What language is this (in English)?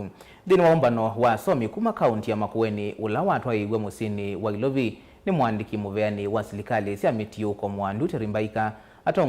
Kamba